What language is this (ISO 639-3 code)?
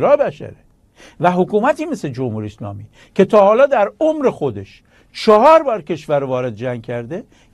fas